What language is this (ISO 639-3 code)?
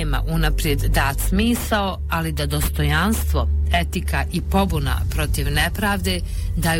bos